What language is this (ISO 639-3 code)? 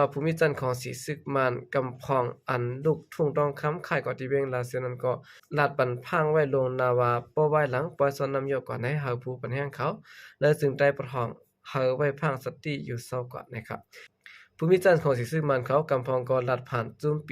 shn